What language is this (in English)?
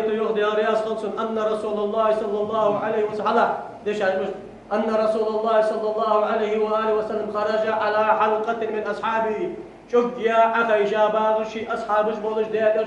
Ingush